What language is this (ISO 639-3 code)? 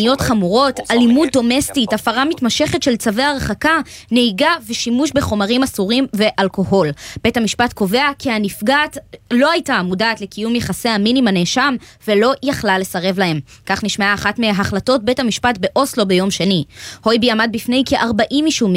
heb